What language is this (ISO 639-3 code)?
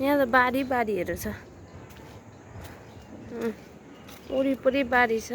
nep